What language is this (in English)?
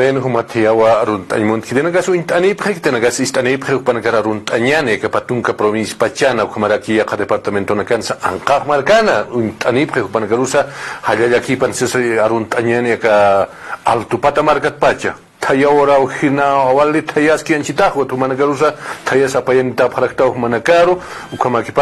Aymara